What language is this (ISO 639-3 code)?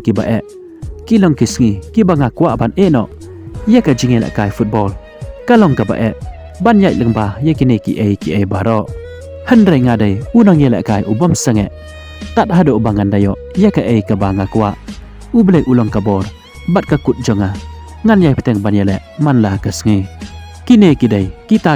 kha